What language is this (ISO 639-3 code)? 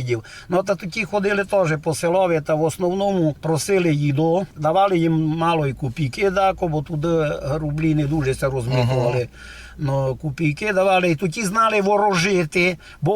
rue